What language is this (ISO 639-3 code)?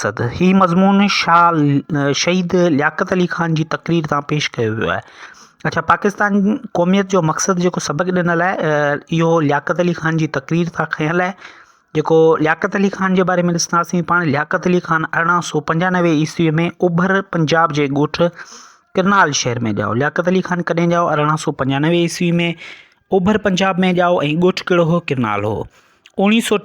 snd